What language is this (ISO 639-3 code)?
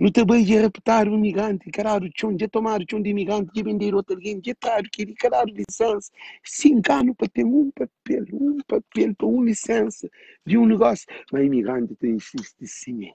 kea